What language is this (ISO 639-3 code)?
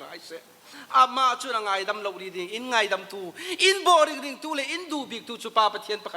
cfm